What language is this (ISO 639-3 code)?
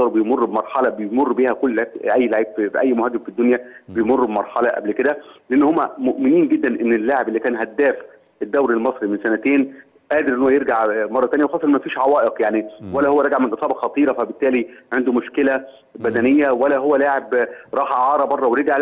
arz